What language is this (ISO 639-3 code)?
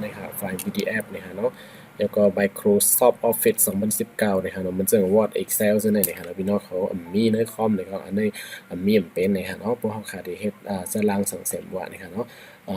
shn